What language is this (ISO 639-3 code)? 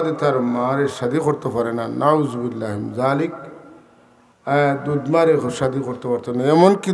syl